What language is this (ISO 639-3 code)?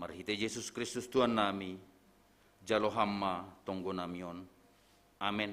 bts